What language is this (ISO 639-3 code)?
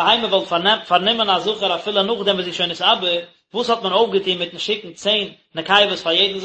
yid